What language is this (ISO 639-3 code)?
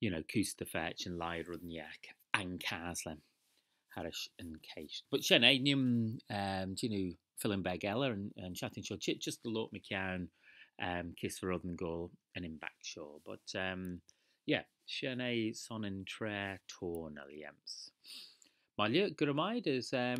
glv